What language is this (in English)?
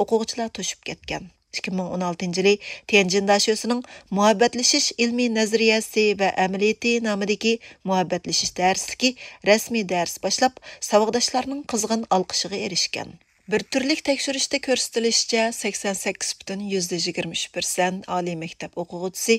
Uyghur